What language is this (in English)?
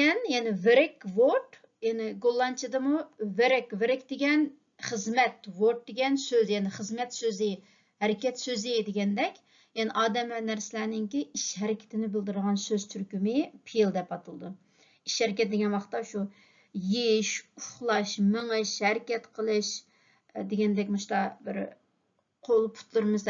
Uyghur